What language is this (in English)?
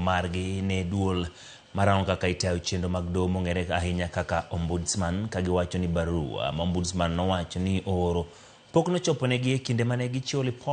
Luo (Kenya and Tanzania)